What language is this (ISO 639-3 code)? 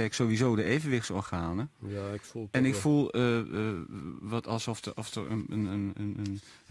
nld